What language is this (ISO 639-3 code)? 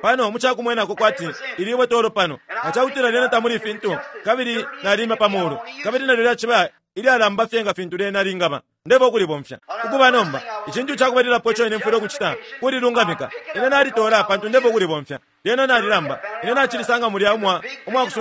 bem